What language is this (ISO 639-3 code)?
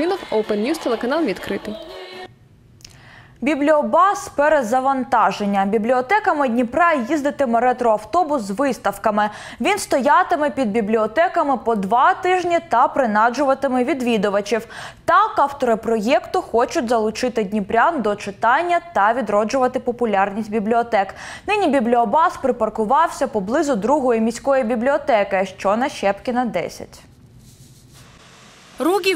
ukr